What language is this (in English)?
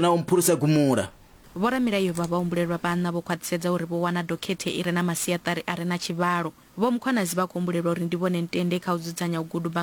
Venda